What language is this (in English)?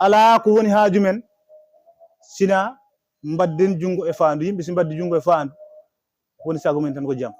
Fula